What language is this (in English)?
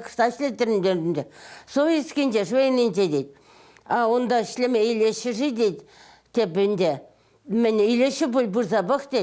Chuvash